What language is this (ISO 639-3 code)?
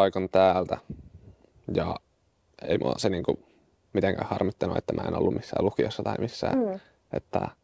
fin